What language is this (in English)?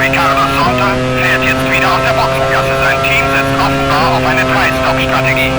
Bavarian